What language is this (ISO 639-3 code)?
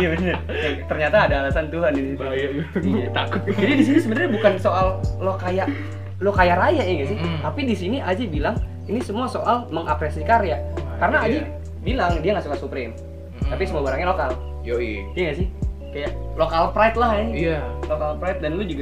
ind